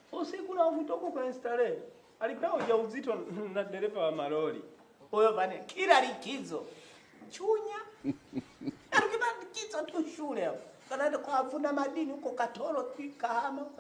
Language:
Swahili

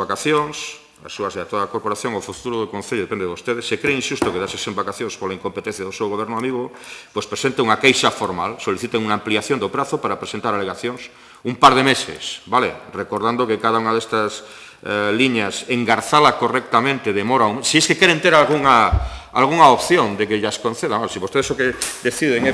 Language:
Galician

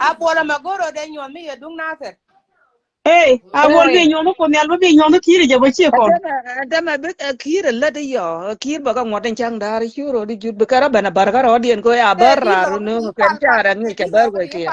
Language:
Nuer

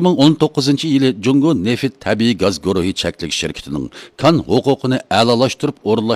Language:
Uyghur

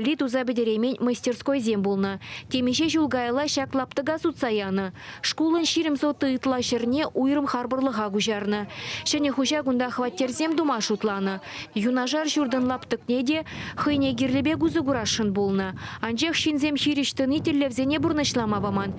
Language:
Chuvash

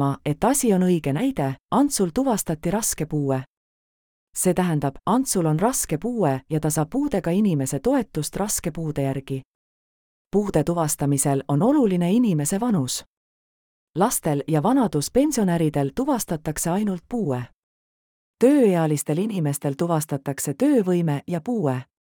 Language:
Estonian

